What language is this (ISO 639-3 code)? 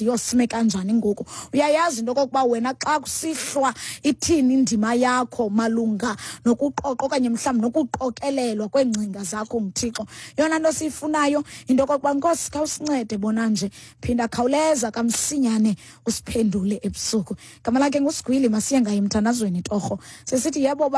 xho